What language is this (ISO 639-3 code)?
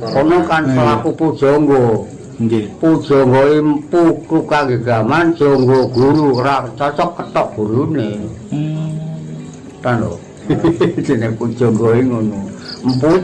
jav